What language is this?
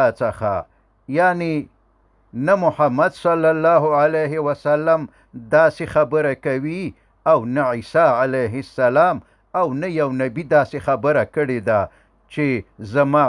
Pashto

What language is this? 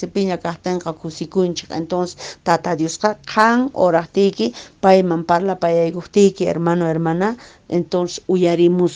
Quechua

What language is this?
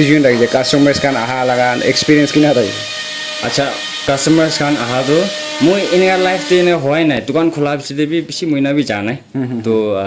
Naga Pidgin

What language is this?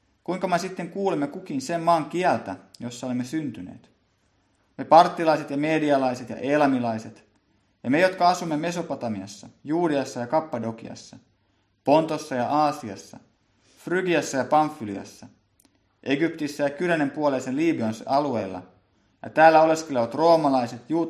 Finnish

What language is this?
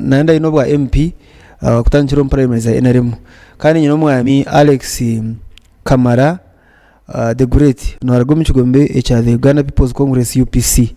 Nyankole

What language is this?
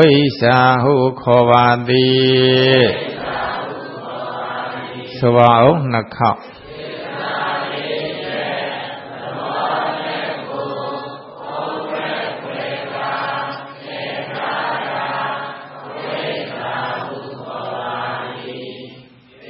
Burmese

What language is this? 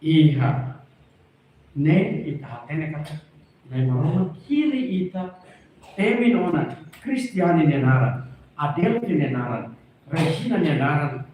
Tetum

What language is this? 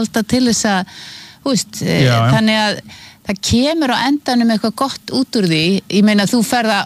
Icelandic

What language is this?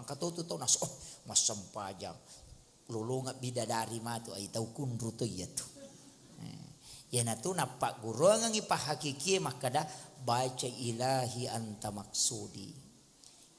Buginese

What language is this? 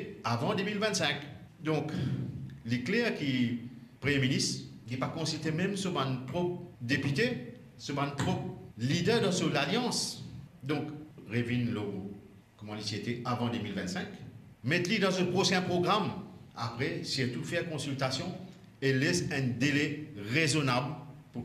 Morisyen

